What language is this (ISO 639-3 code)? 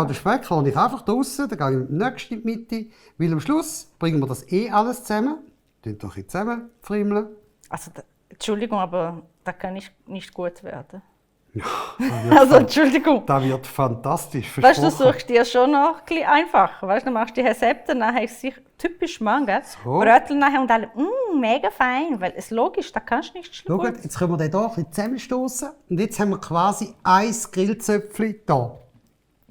gsw